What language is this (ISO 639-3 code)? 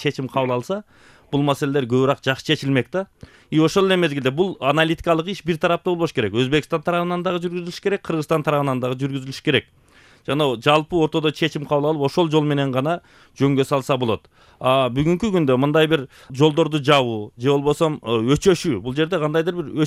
kir